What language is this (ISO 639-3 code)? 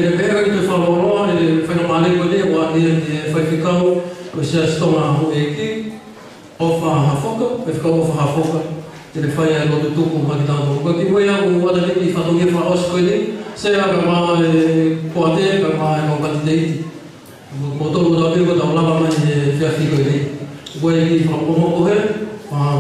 ton